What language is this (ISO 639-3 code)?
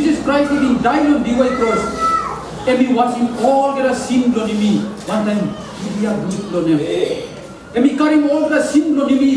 tpi